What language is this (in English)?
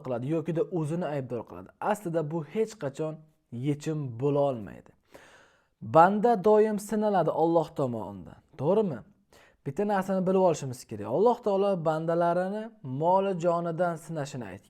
Uzbek